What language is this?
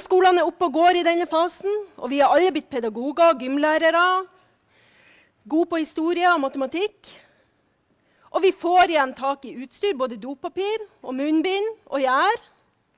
Norwegian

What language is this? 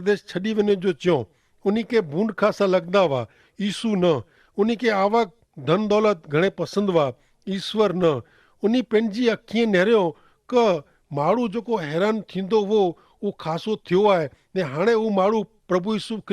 Kachhi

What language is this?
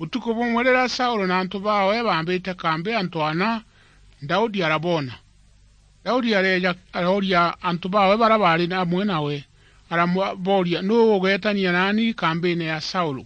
Meru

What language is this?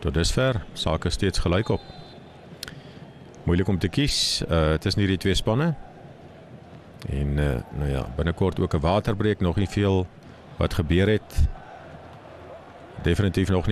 Afrikaans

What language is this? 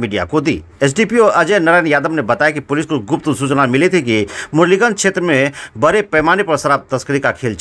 Hindi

